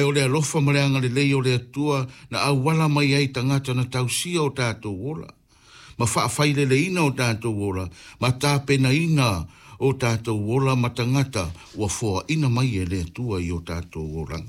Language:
Samoan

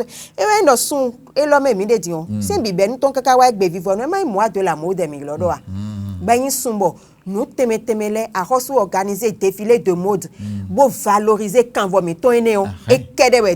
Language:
Fon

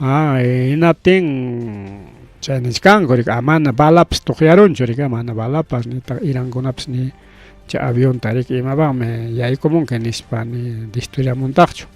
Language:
Ayacucho Quechua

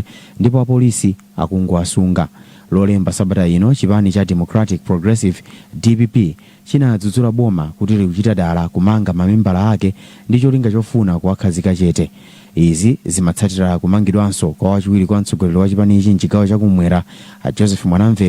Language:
Nyanja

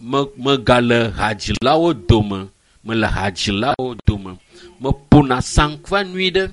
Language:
Ewe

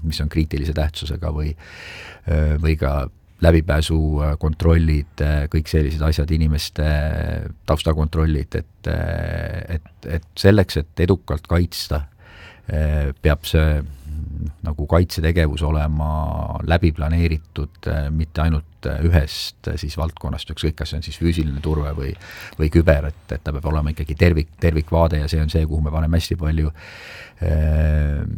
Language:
Estonian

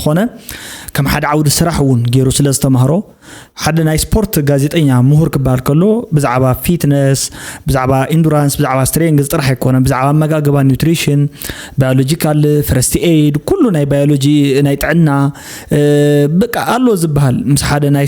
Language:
Tigrinya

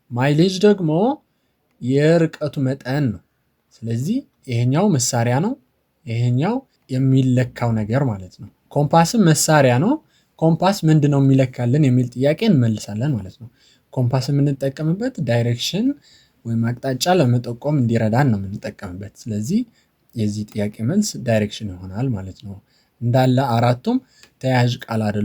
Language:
Amharic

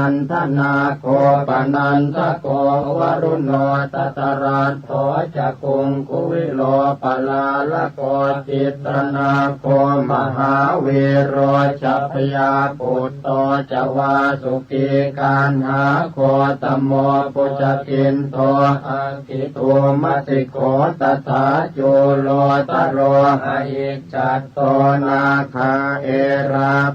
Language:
Pali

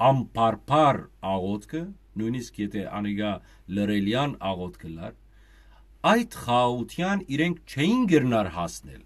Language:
Western Armenian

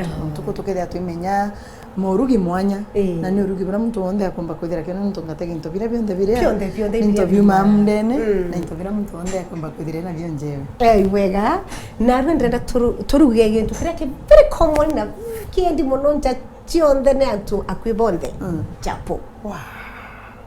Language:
Meru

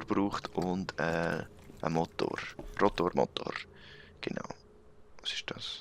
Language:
Swiss German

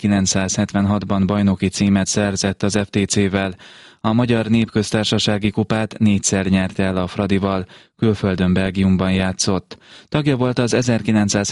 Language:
Hungarian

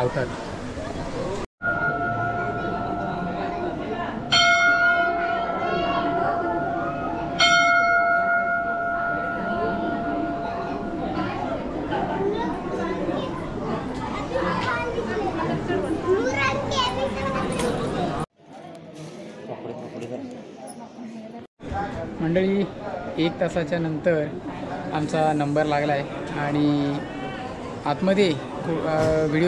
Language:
Marathi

